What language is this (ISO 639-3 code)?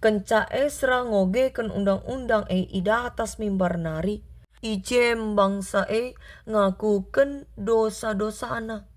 btx